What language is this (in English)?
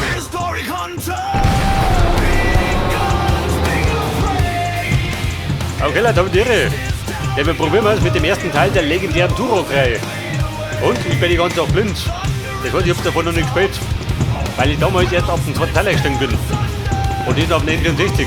Bavarian